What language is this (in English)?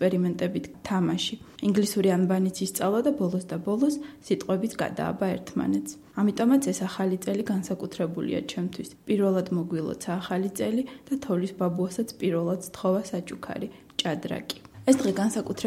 Georgian